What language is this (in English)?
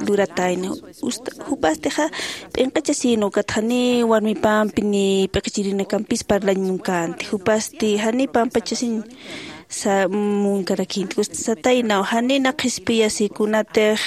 Aymara